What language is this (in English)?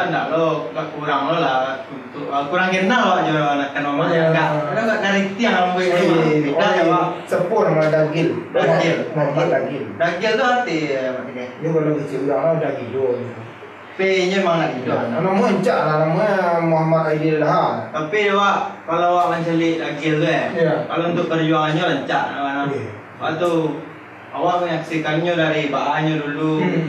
Minangkabau